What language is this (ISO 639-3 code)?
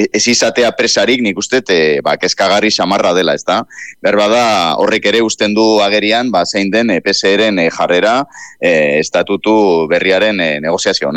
eus